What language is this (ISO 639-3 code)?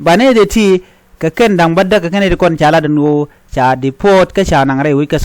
nus